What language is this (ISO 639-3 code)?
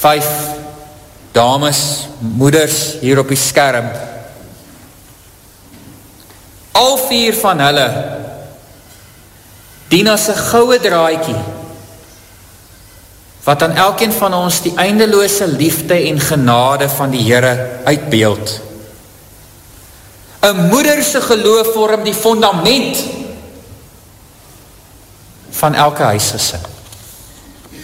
afr